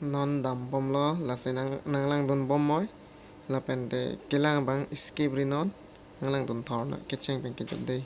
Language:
Karbi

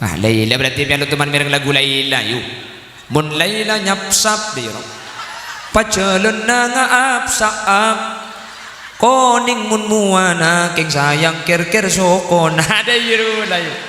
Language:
Madurese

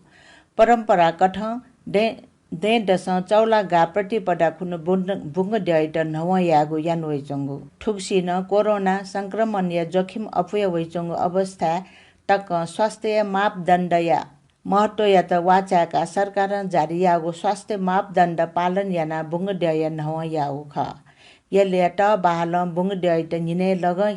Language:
Newari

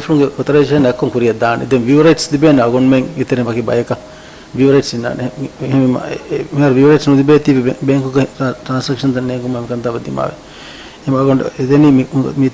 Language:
Divehi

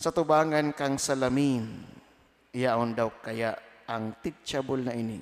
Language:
Bikol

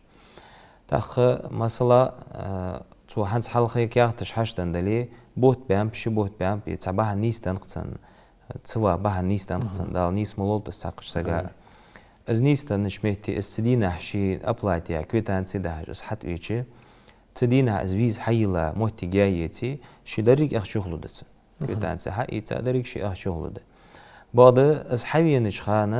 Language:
Ingush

